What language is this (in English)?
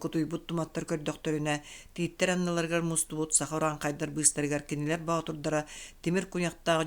Yakut